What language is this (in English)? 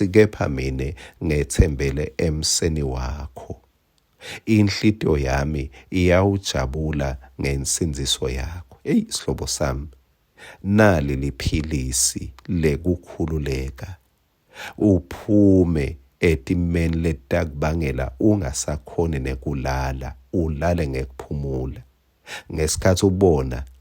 Swati